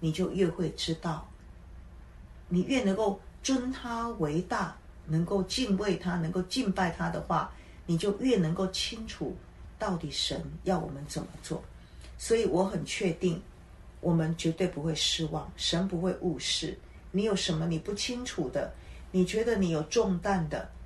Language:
Chinese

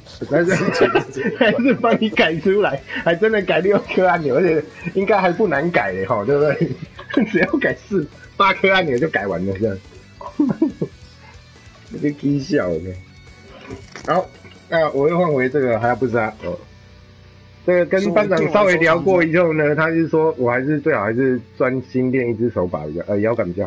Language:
Chinese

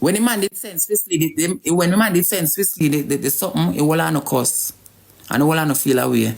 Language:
Jamaican Creole English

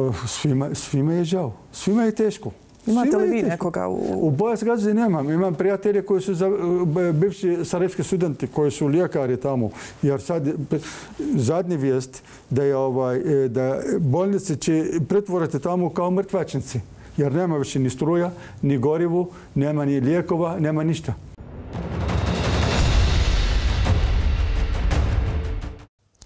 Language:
Bosnian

